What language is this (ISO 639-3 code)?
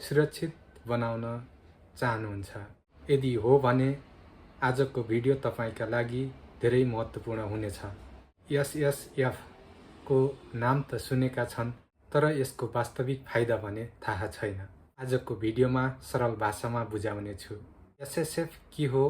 nep